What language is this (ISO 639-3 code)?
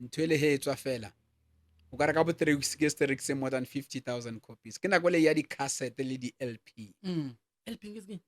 nso